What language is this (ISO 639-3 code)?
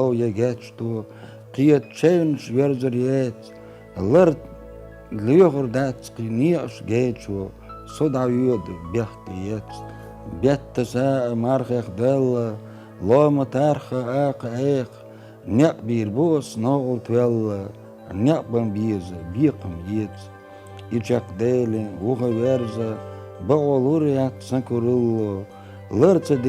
che